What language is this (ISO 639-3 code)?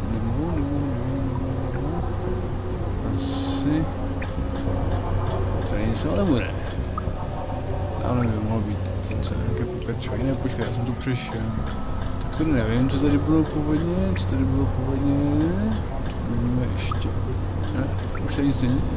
ces